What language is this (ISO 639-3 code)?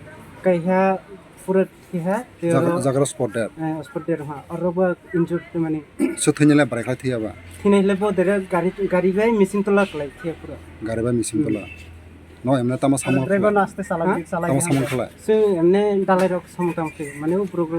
trp